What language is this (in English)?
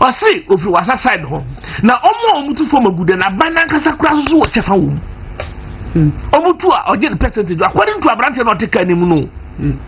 Akan